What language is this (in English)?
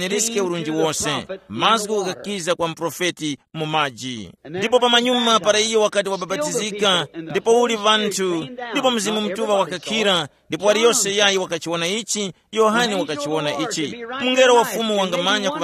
Tumbuka